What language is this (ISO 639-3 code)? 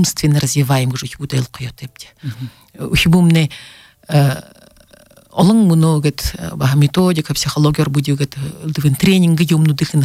bua